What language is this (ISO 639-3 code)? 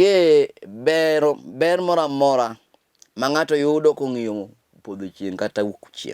luo